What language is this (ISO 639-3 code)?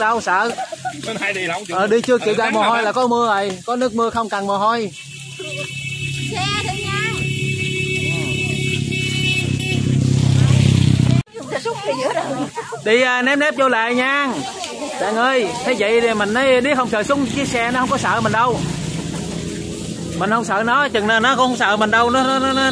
vie